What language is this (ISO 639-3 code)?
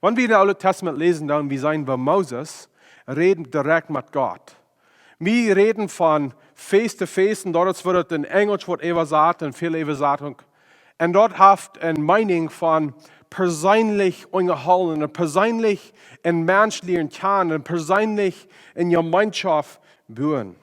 pdt